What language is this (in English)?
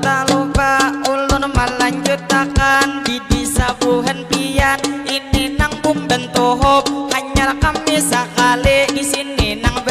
Banjar